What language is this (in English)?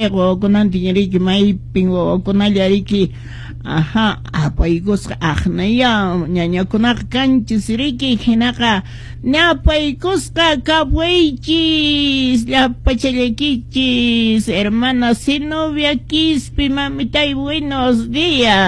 Quechua